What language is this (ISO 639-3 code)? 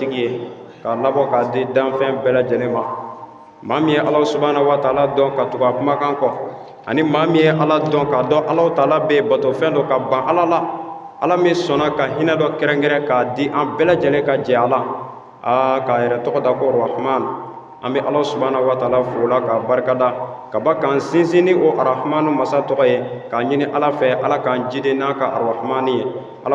bam